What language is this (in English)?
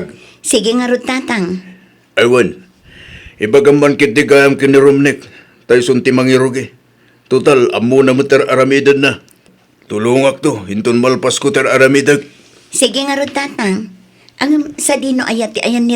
Iloko